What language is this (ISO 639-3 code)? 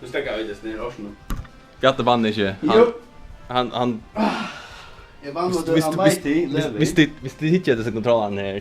fao